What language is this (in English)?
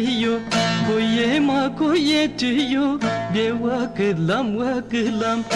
Zaza